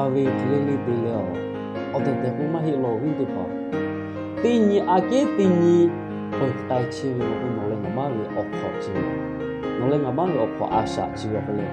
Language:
Lahu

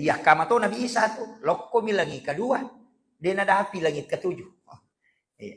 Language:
Buginese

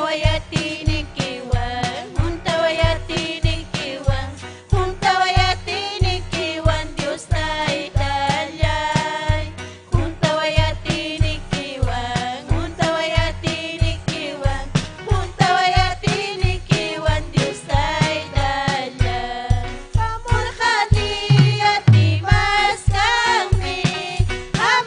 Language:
Ayacucho Quechua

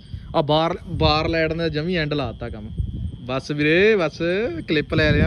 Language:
Punjabi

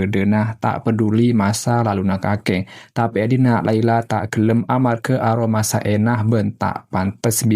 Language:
Madurese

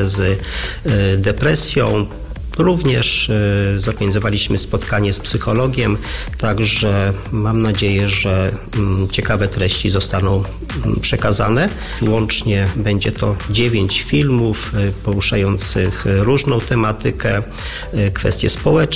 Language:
Polish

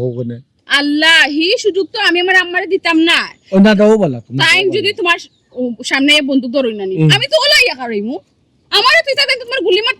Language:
Sylheti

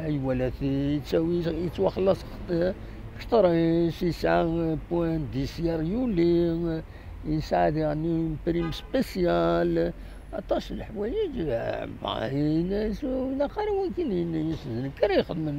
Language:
Kabyle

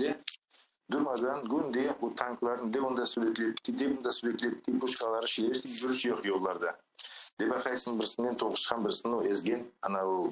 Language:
Crimean Tatar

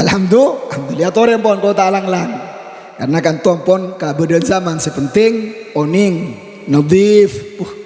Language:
Madurese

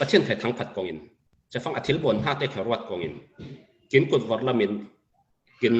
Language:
Falam Chin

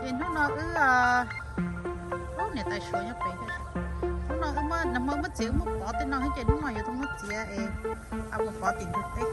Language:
Hmong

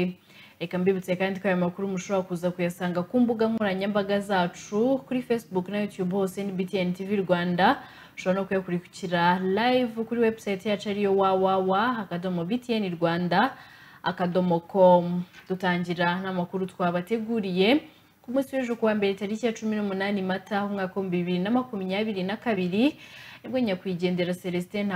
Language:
Kinyarwanda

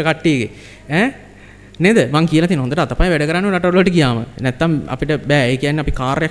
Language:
Sinhala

